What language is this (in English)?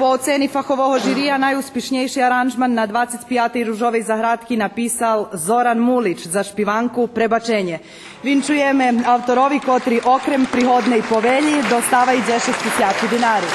Rusyn